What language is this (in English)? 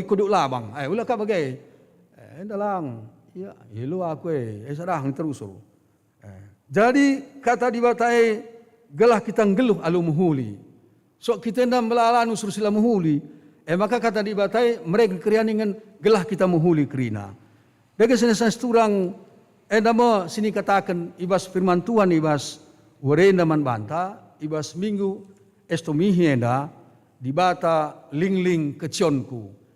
Batak Karo